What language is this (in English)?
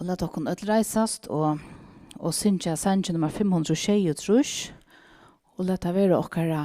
Faroese